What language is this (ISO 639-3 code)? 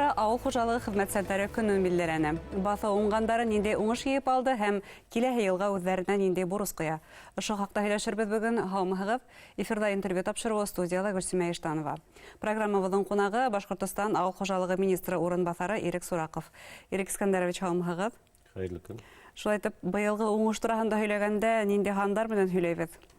bak